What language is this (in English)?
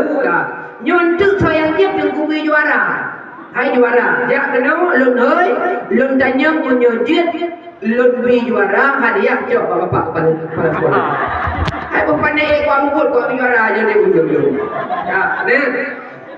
Achinese